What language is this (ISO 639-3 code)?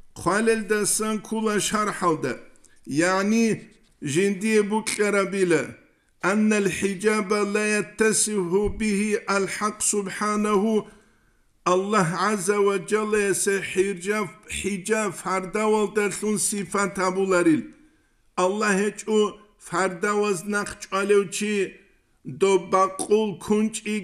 ava